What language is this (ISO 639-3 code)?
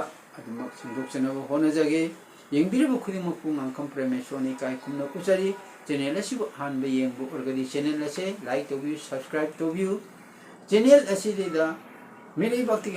mni